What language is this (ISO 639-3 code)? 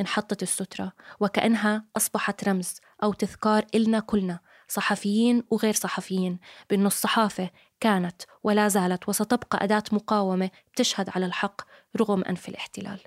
apc